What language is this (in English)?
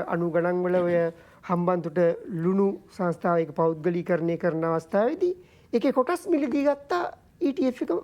Sinhala